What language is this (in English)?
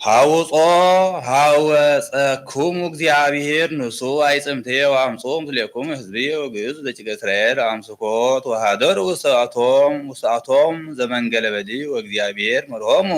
Geez